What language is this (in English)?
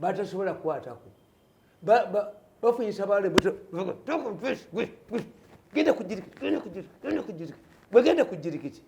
Ganda